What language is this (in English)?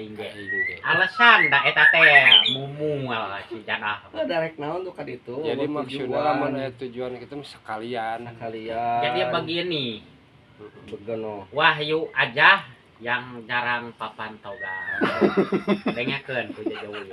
Sundanese